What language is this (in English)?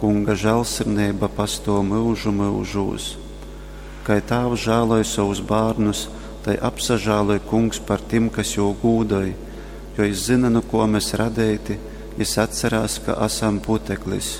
Latgalian